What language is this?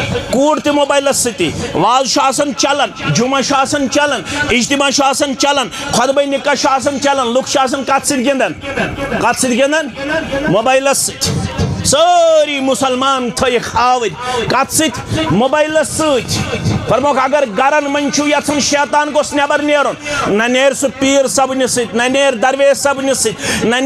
Kashmiri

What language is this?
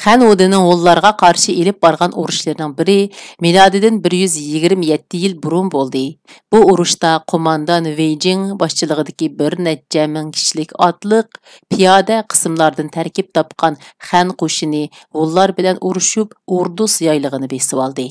Uyghur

